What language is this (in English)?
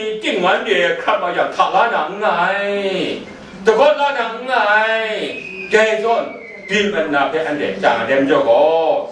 Kachin